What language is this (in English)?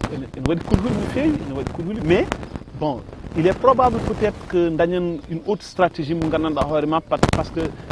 Fula